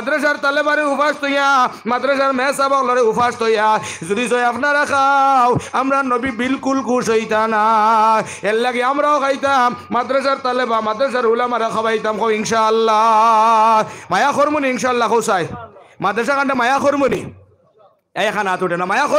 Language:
Sylheti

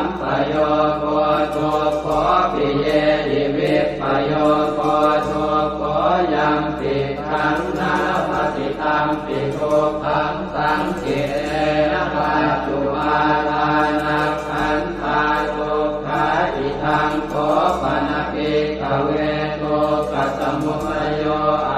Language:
Pali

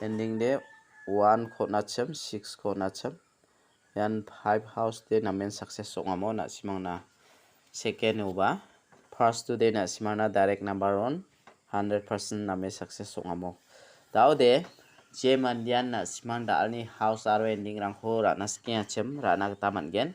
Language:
Garo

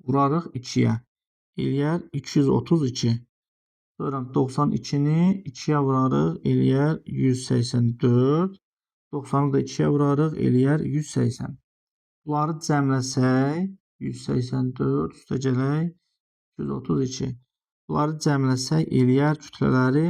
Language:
Azerbaijani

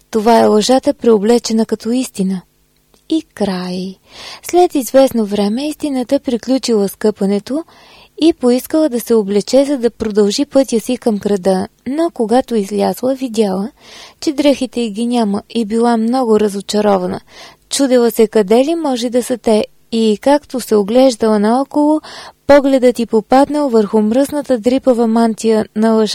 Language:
Bulgarian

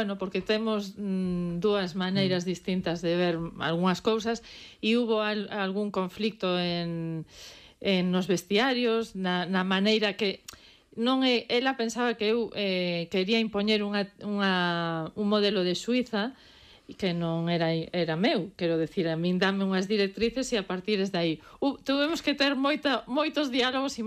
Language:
Galician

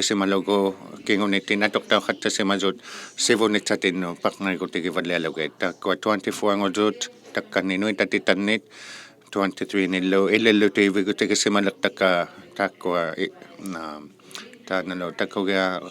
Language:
Inuktitut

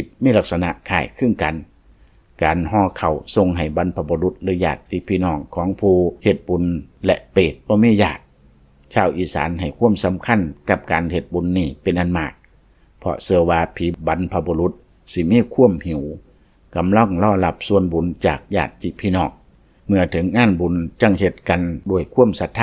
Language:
Lao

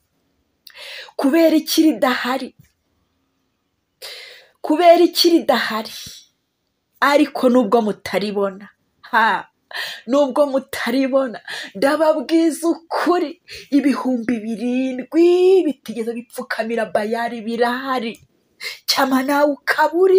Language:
Kinyarwanda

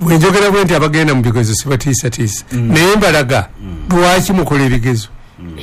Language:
Ganda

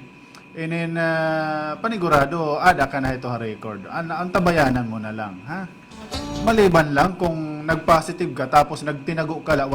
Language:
Waray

